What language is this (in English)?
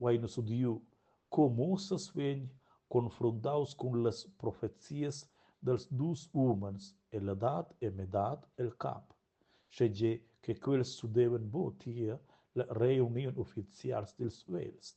Romansh